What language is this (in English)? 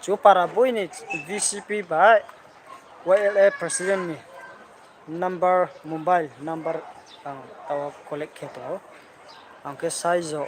Riang (India)